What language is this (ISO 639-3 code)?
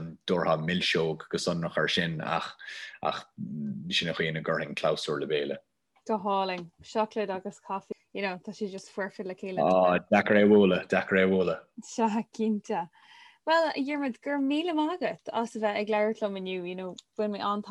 gle